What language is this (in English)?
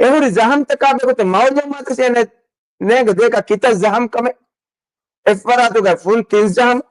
Divehi